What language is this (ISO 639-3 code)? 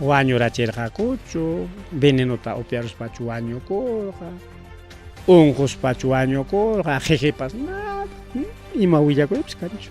quy